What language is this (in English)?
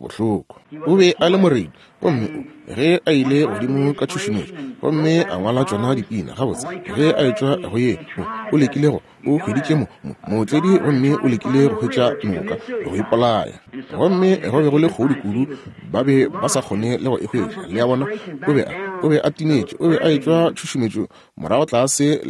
Northern Sotho